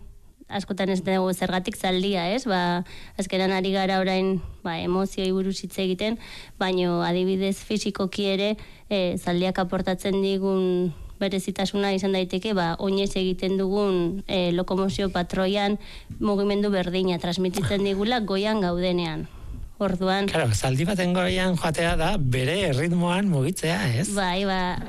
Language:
Basque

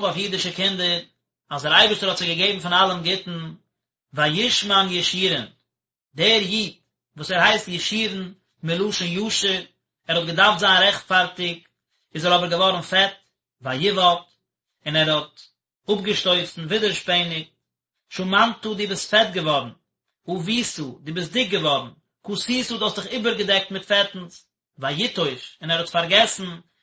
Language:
Yiddish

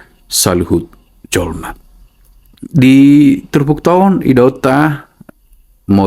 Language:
Batak Toba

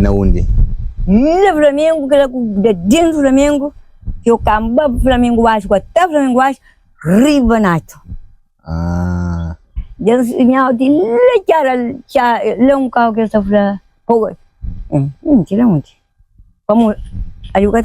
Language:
Kabuverdianu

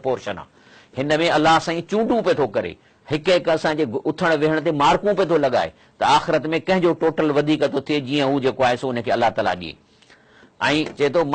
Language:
Sindhi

